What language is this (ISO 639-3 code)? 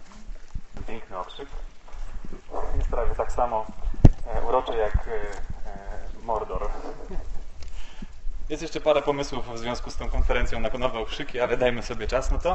pol